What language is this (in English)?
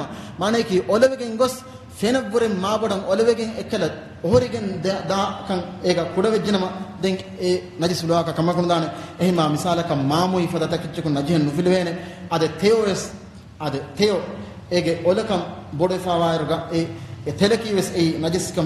Divehi